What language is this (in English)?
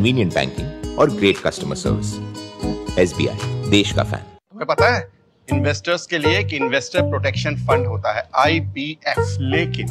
Hindi